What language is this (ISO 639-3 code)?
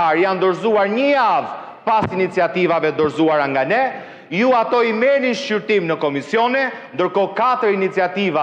sqi